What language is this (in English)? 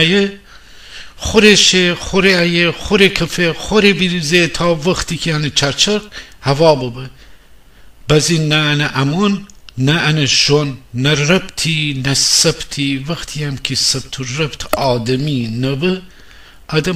Gilaki